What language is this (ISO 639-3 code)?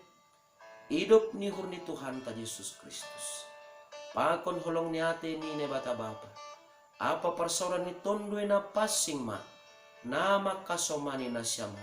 bts